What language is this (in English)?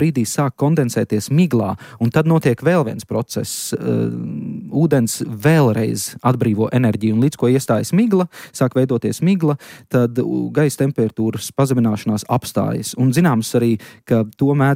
Latvian